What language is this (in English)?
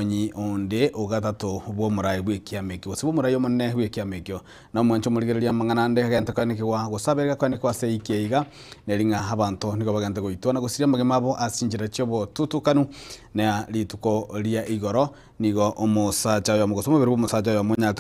Gusii